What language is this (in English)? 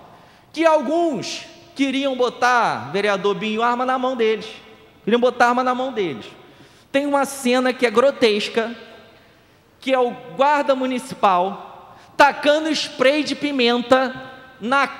Portuguese